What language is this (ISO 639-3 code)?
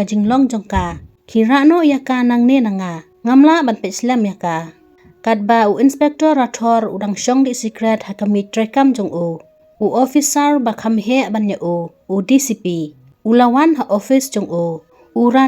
kha